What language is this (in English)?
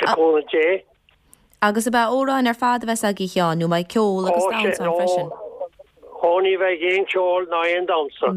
Irish